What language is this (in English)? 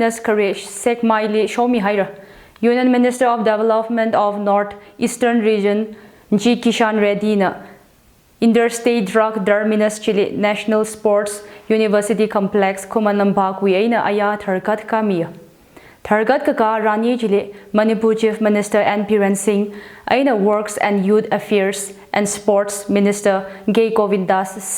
Tangkhul Naga (India)